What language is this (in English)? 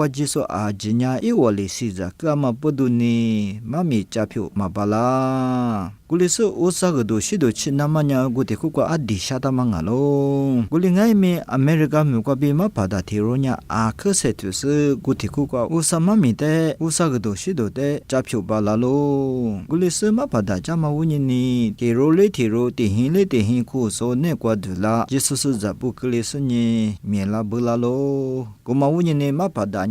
Lisu